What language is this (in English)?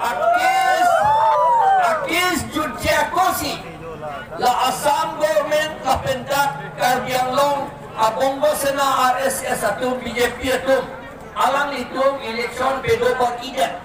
Karbi